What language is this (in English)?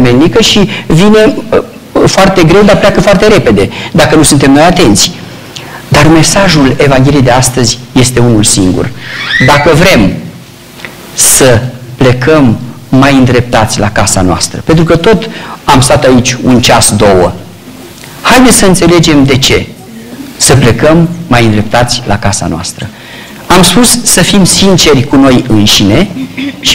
Romanian